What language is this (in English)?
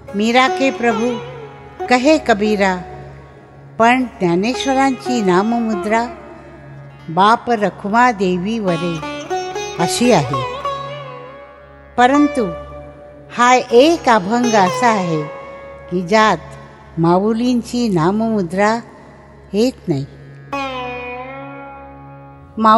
Marathi